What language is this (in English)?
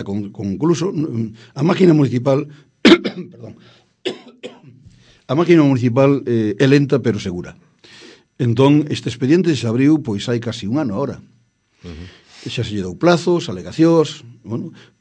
Galician